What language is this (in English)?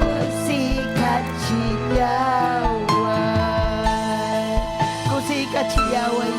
Ayacucho Quechua